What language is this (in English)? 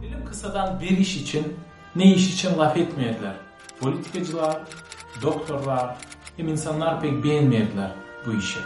Gagauz